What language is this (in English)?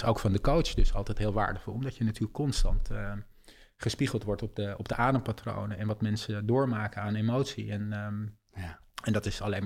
Dutch